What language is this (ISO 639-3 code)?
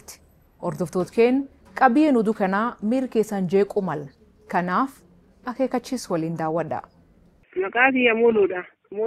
orm